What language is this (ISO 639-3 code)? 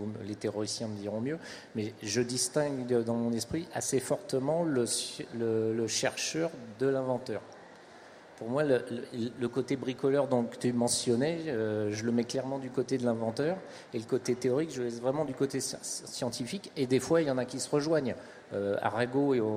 fra